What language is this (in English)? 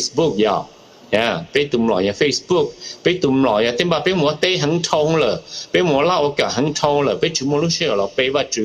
Hmong